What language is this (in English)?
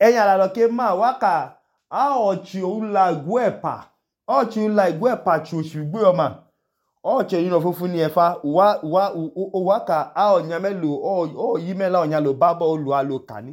Idoma